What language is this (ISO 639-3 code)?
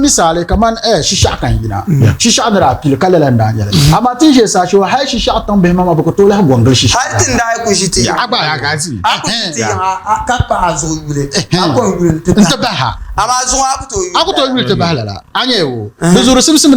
dag